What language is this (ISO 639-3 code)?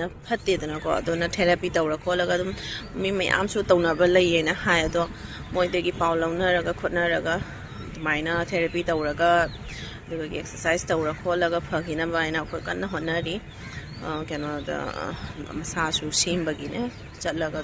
mni